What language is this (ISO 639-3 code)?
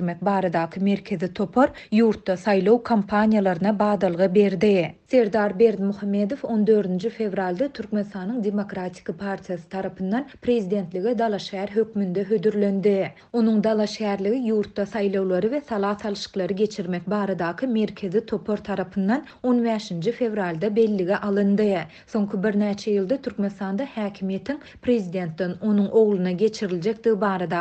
tuk